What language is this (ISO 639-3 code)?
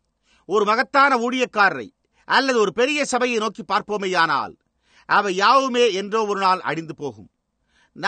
tam